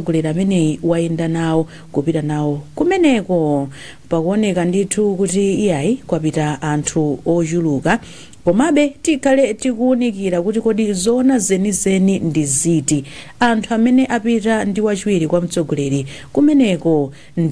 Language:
Nyanja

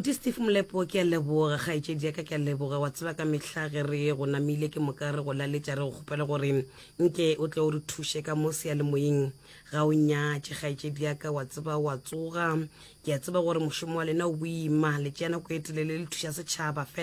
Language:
Northern Sotho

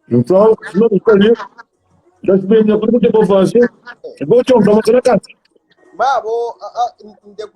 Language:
Kabuverdianu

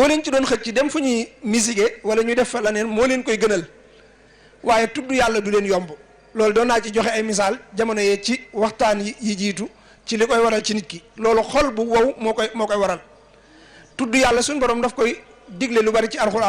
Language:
Wolof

